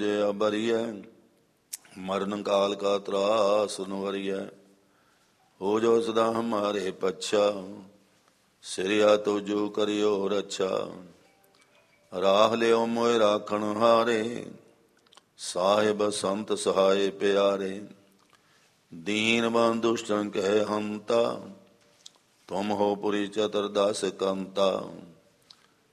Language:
Punjabi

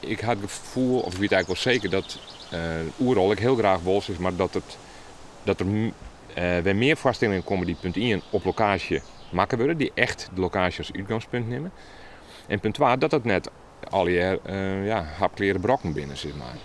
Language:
Western Frisian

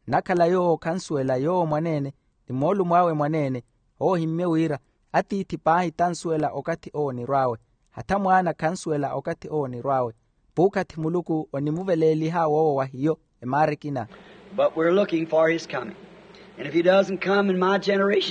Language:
Makhuwa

